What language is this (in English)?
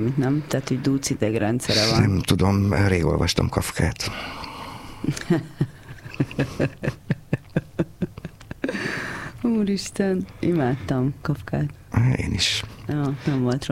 Hungarian